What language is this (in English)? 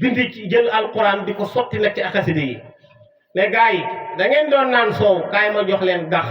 Wolof